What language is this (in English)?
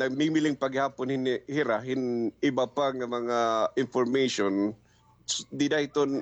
Waray